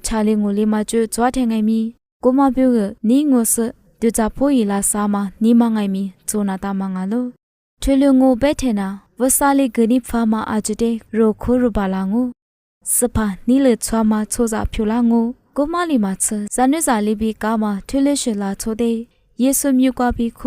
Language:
Lisu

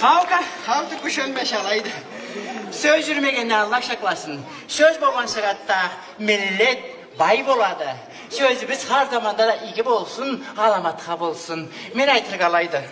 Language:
Karachay-Balkar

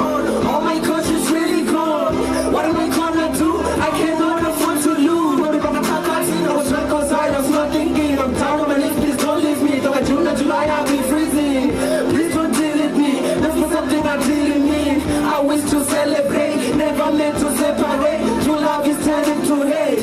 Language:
Venda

